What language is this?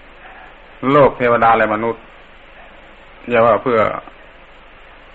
Thai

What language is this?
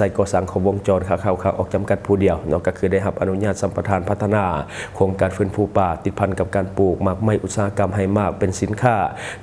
Lao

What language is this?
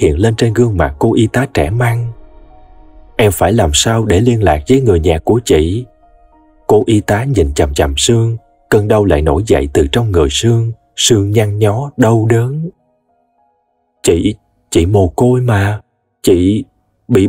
Vietnamese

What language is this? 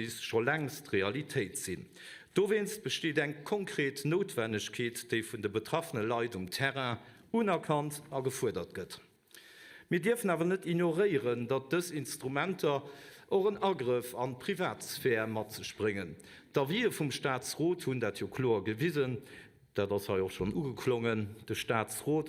Luxembourgish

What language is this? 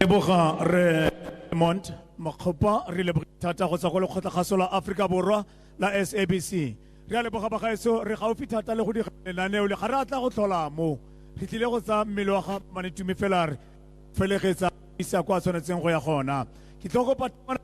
Tswana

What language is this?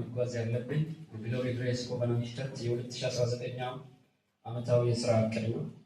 Amharic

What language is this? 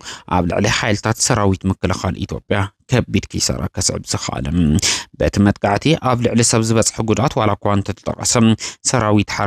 Tigrinya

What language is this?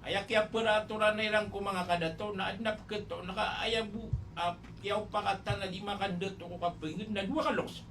Maranao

